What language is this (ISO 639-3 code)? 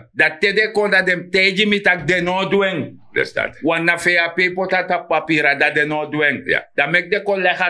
srn